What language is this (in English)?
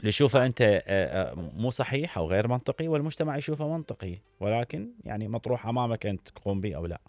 Mesopotamian Arabic